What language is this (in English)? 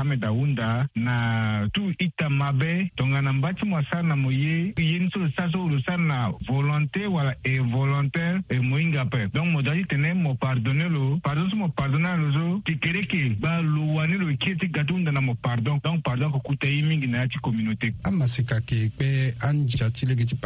Sango